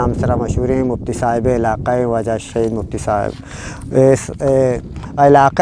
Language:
Eastern Balochi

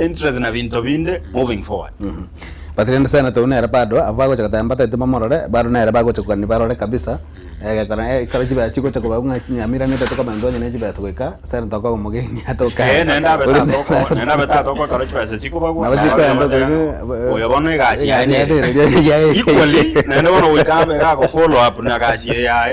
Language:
Gusii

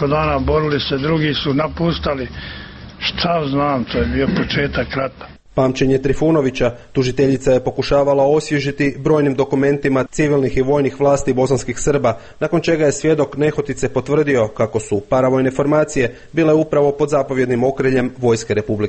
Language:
Croatian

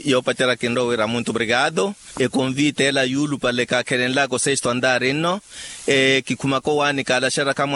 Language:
Makhuwa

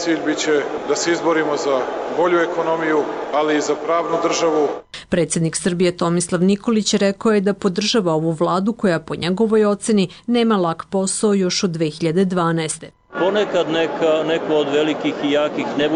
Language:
Croatian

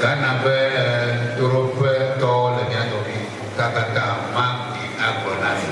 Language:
Ewe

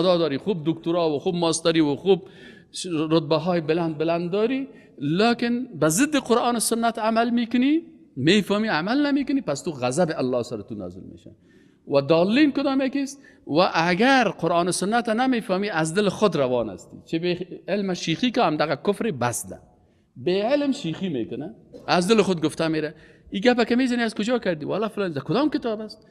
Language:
Persian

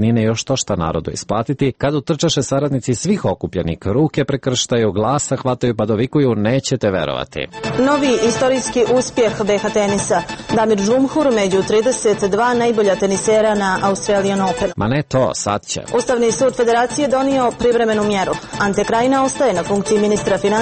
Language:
Serbian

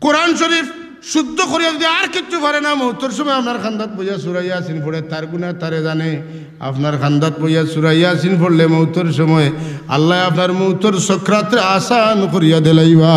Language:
Sylheti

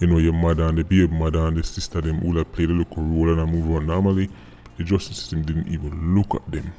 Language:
Jamaican Creole English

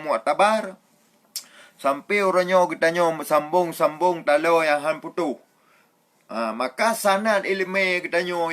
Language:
Achinese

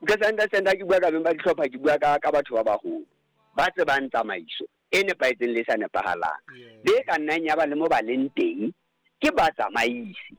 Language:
Southern Sotho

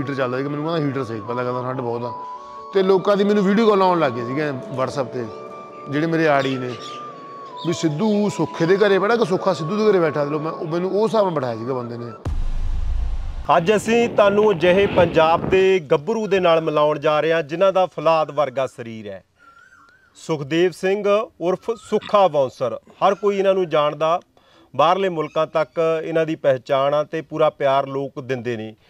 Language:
Punjabi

